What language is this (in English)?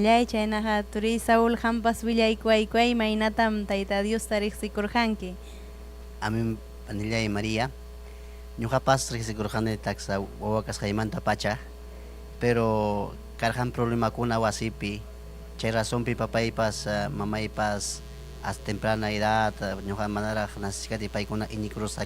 Ayacucho Quechua